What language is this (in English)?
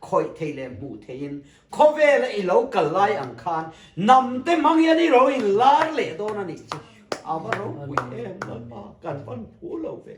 Mizo